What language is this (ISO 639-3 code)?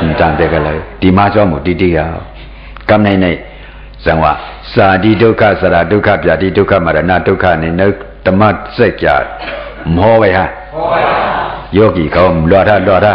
shn